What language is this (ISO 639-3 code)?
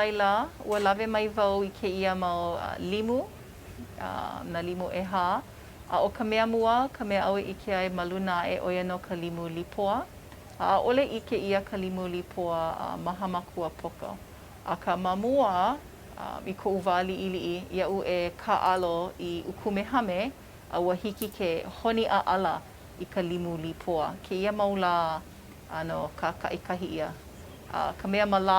haw